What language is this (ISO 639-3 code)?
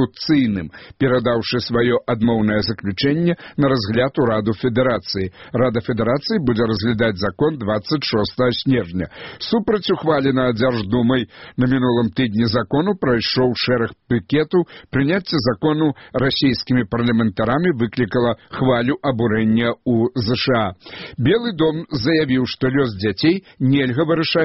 bel